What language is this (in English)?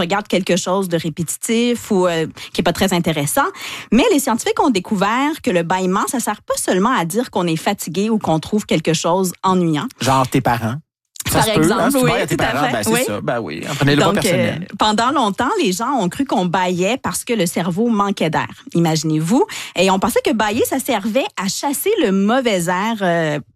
French